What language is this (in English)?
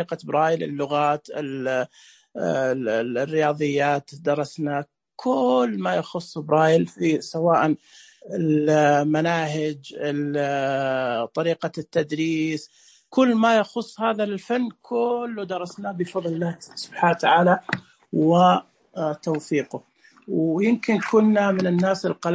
Najdi Arabic